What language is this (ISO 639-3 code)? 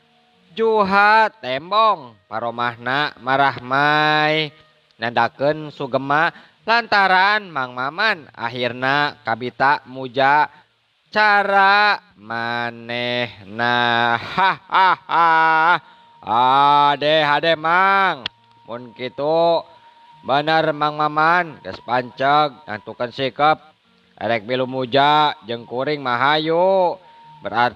sun